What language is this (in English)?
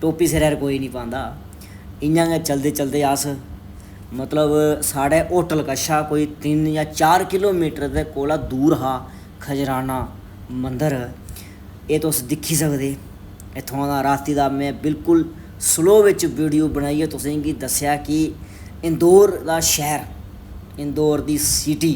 Dogri